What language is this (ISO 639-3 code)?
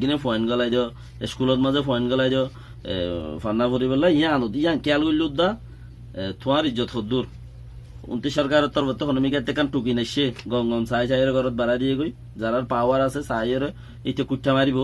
rhg